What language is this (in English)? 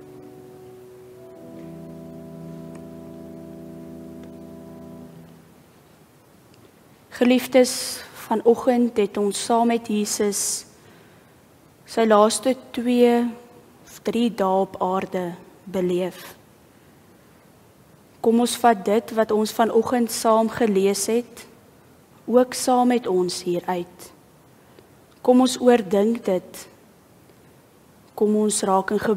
Afrikaans